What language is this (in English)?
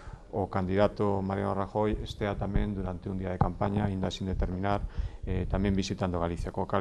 Galician